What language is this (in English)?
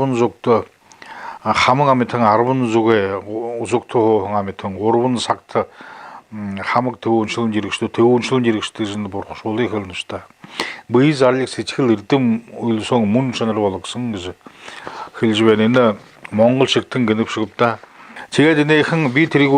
Buriat